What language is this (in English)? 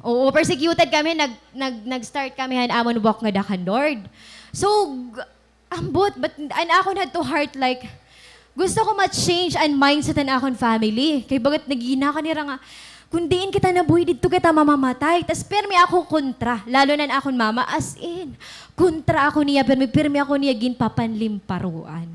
Waray